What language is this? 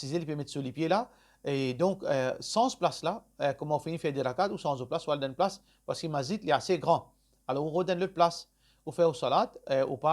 Morisyen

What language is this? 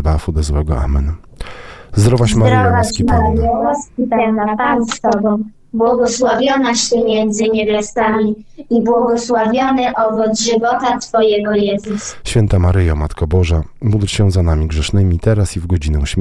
Polish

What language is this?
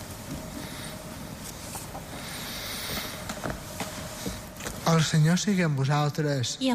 Catalan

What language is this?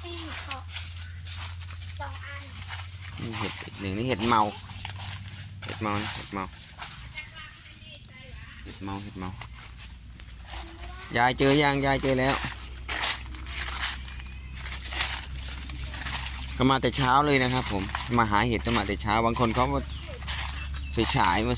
Thai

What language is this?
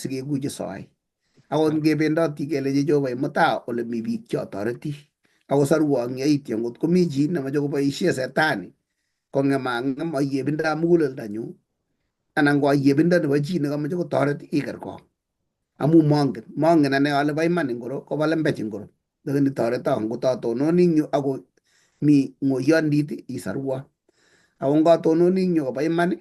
Kalenjin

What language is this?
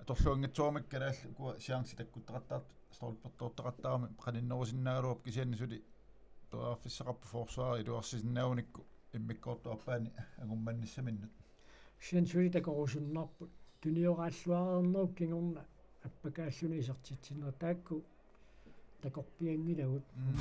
Kalaallisut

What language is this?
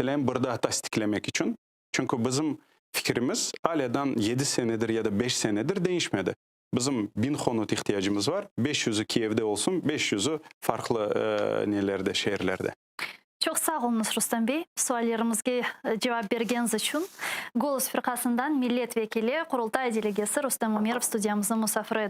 Crimean Tatar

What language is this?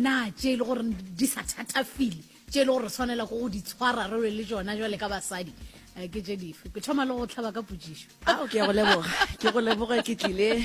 Northern Sotho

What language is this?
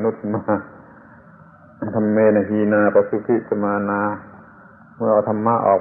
Thai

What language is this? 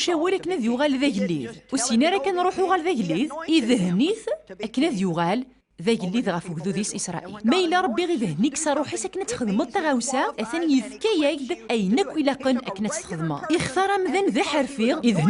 Kabyle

